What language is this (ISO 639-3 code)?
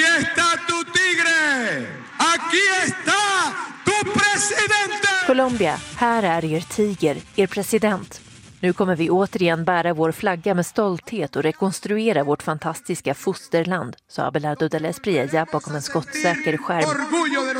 swe